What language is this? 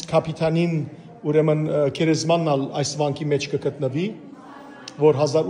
Western Armenian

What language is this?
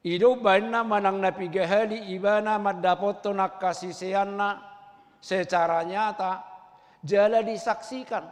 Batak Toba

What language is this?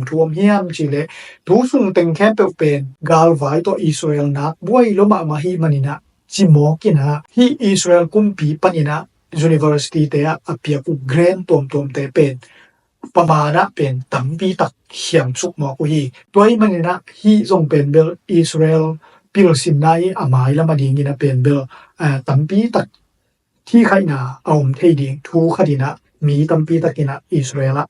Tedim Chin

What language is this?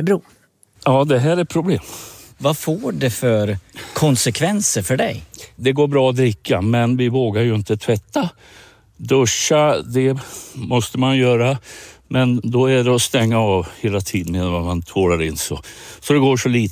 Swedish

